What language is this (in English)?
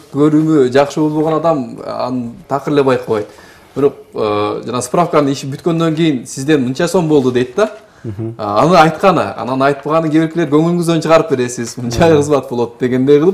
Kyrgyz